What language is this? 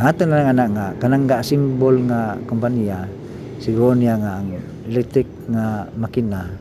Cebuano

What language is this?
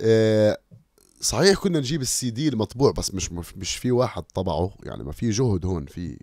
North Levantine Arabic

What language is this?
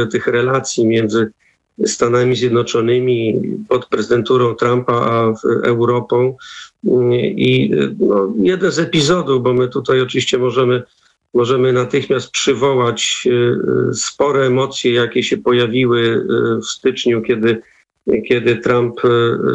Polish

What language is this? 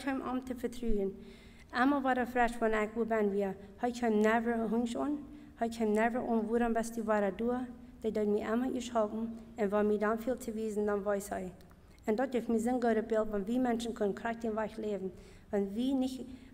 Plautdietsch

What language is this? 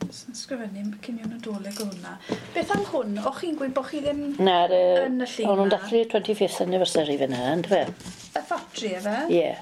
Welsh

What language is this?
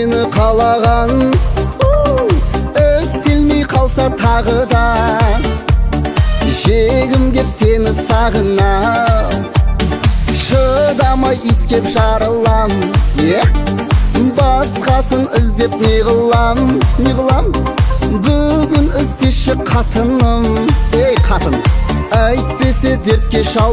Kazakh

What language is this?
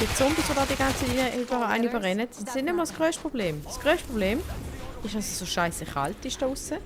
Swiss German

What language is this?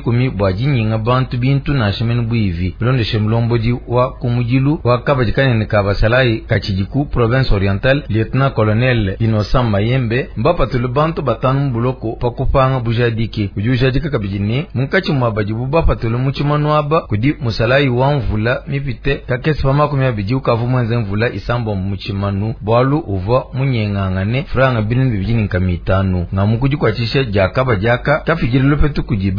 Luba-Lulua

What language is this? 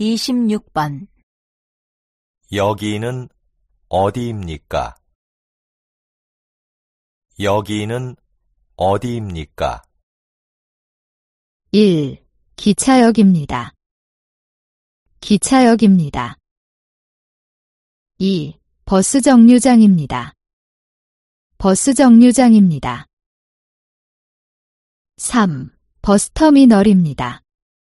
Korean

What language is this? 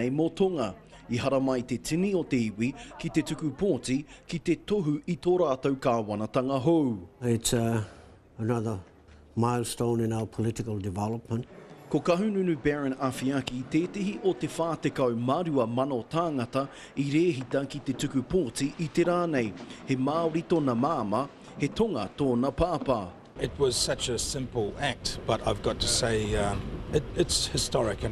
Māori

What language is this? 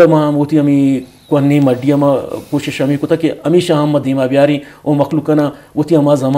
Eastern Balochi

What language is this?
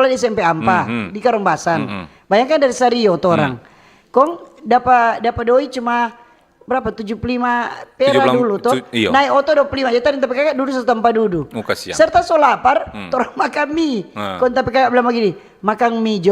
Manado Malay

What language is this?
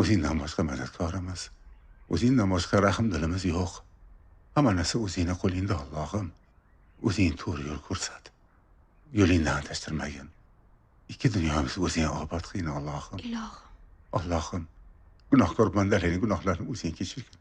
Uzbek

